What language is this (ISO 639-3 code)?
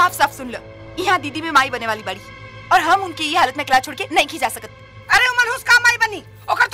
bho